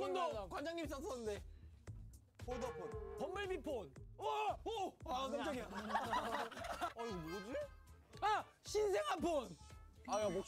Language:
Korean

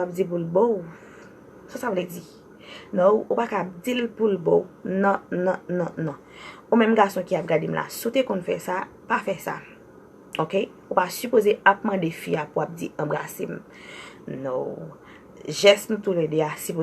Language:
Haitian Creole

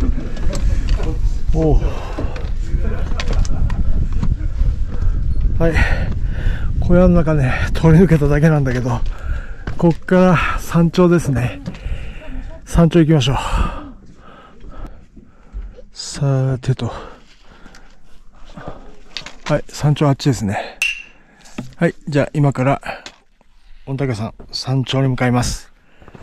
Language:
Japanese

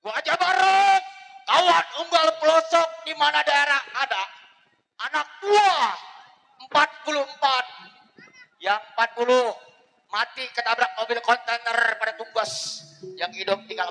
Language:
Betawi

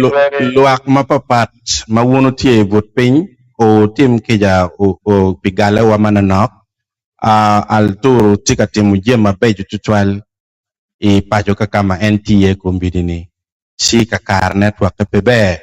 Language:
Acoli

